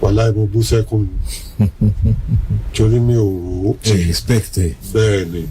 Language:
Yoruba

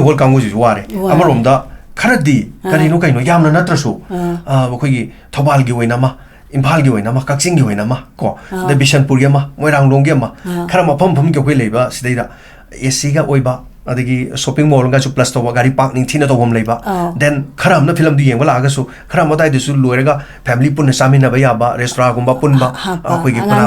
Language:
Manipuri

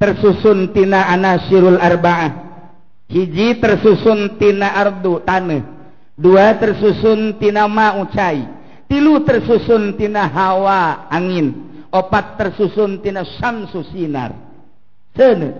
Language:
Sundanese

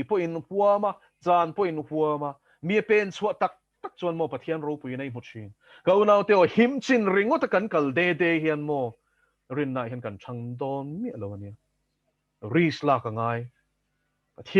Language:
Mizo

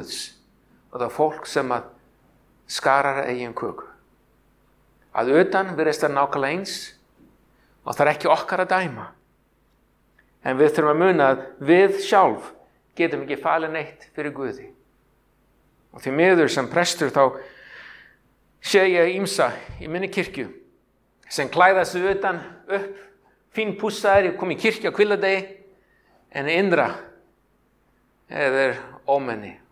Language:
Icelandic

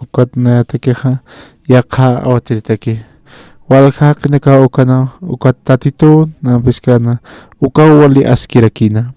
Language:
Aymara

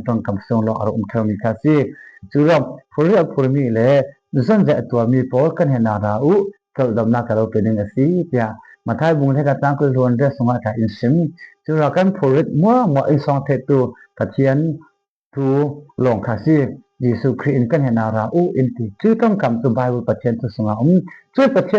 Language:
Falam Chin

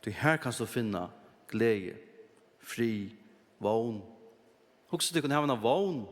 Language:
Faroese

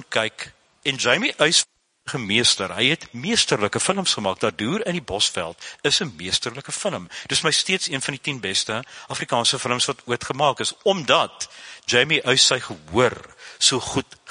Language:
Afrikaans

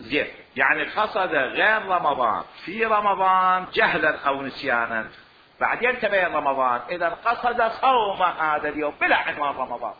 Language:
Mesopotamian Arabic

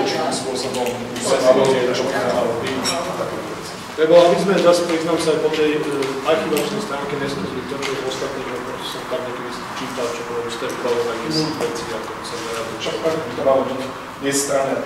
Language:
Slovak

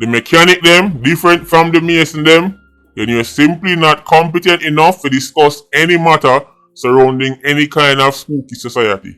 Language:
Jamaican Creole English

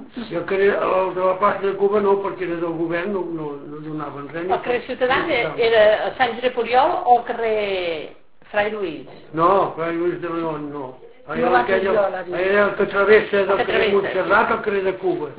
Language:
Catalan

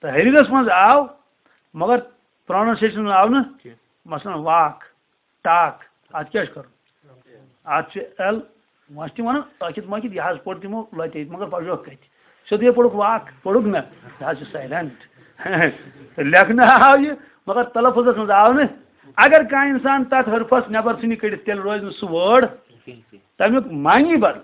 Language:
Kashmiri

